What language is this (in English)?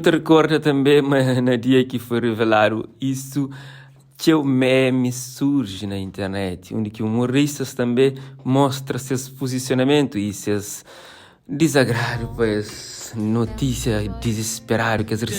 Kabuverdianu